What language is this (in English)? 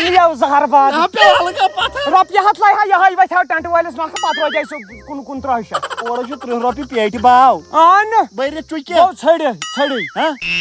Kashmiri